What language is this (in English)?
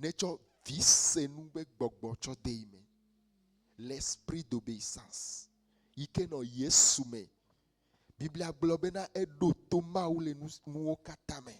Ewe